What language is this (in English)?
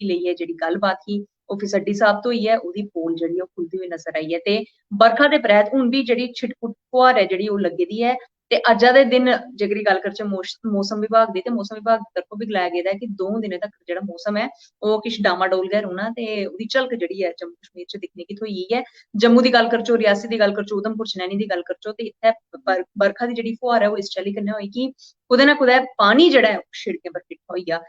Dogri